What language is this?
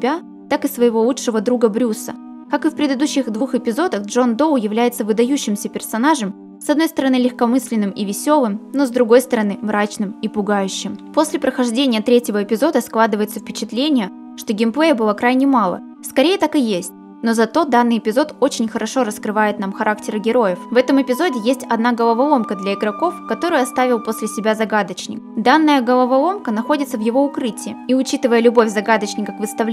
Russian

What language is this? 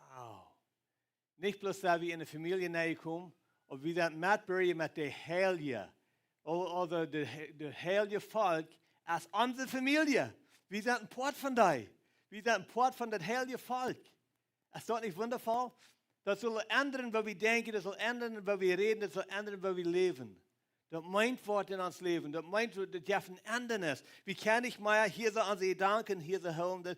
Plautdietsch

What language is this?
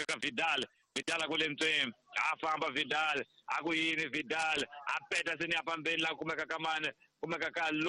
Tsonga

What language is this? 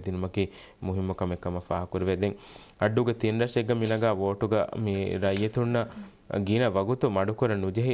Divehi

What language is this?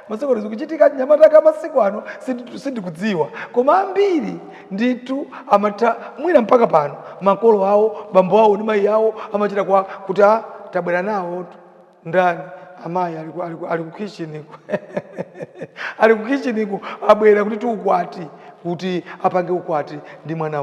Nyanja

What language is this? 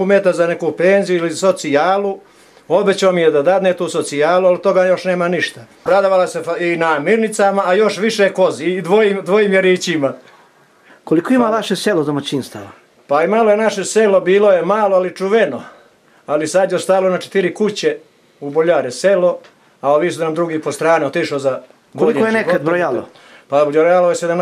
Bosnian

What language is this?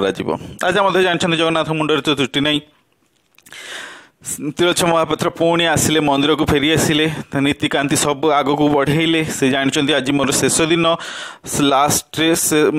Odia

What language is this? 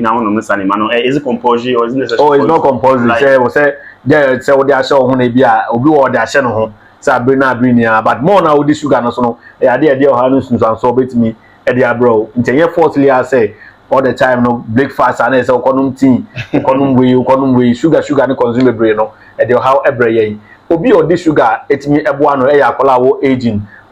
Akan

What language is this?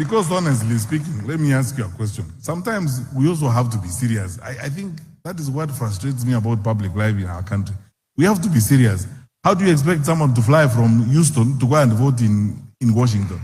Gusii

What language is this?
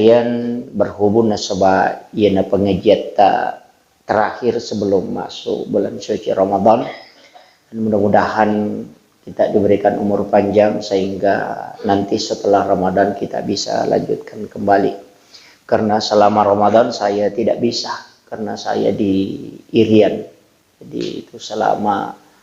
Buginese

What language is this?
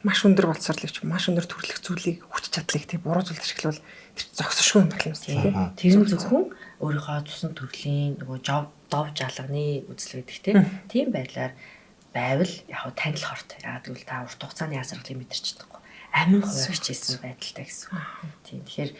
Mongolian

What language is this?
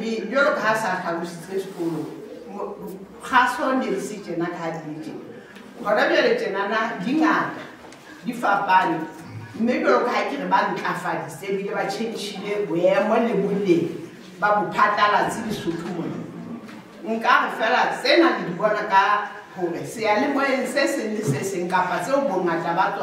Southern Sotho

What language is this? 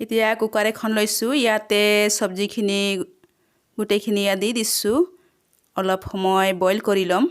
Assamese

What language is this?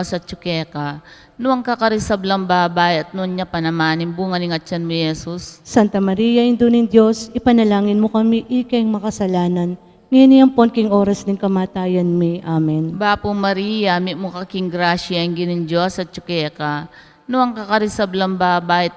Pampanga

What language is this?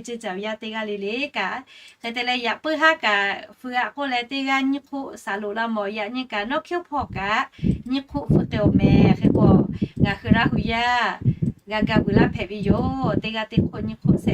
Lahu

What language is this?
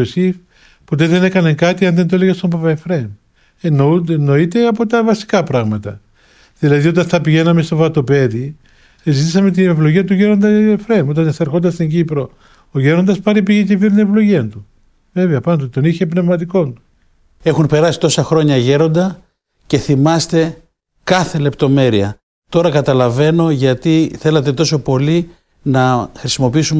Greek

